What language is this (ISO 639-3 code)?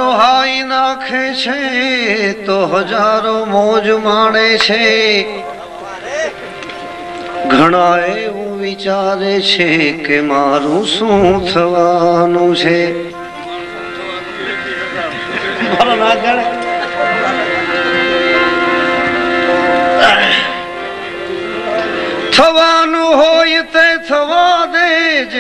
guj